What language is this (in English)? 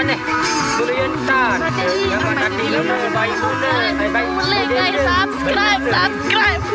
Sasak